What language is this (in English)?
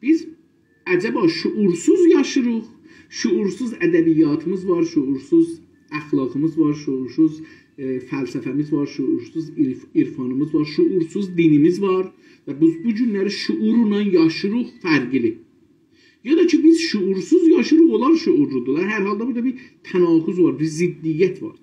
South Azerbaijani